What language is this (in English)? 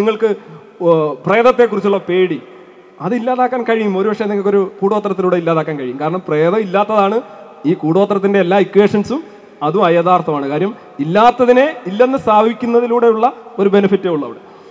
Malayalam